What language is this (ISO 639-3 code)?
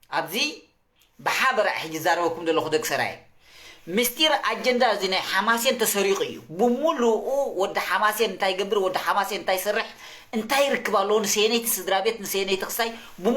tir